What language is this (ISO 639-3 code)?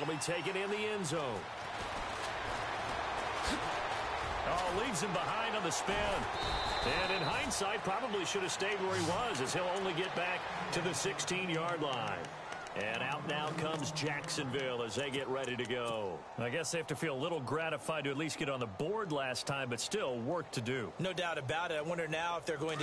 eng